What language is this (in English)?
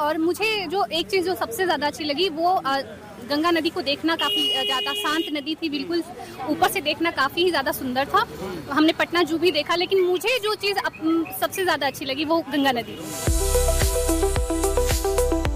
Hindi